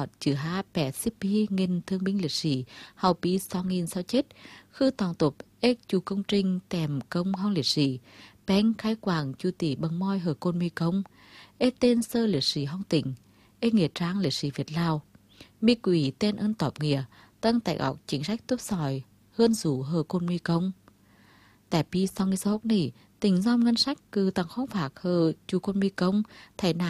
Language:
Vietnamese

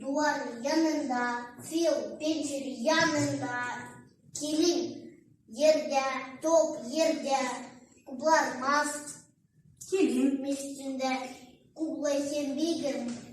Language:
Gagauz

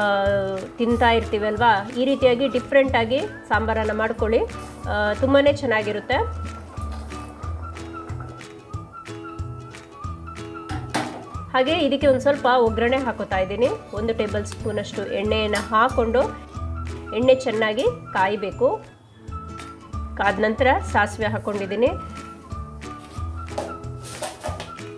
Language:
Kannada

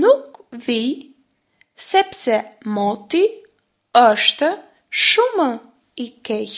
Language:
Albanian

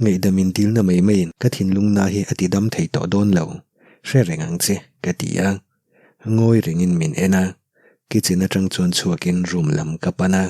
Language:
Mizo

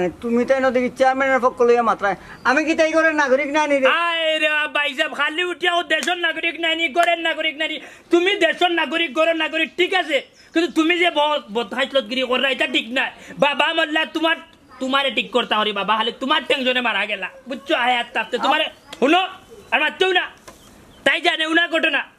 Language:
Sylheti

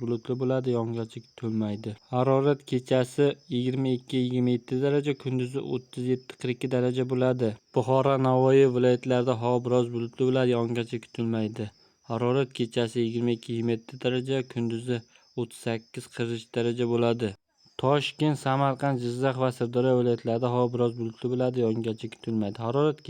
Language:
Uzbek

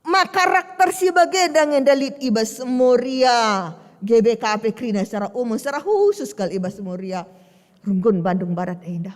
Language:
Batak Karo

